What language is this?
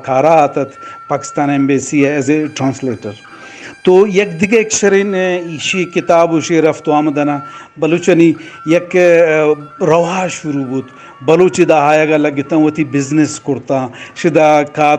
Eastern Balochi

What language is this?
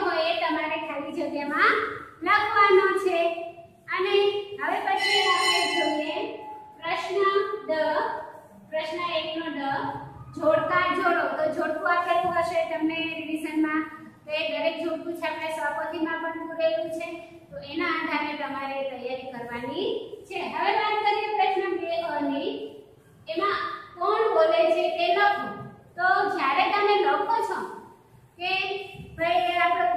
Gujarati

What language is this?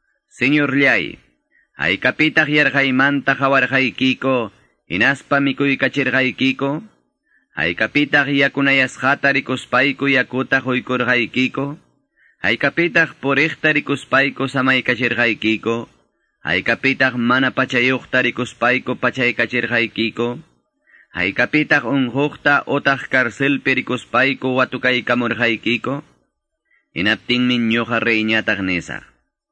Quechua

